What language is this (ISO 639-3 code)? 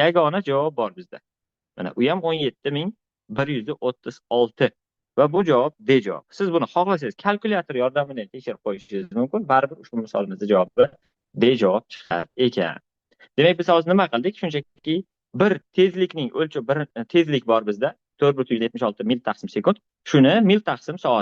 uzb